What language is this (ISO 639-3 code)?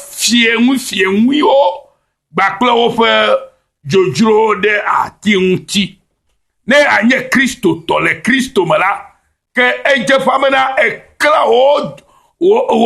ewe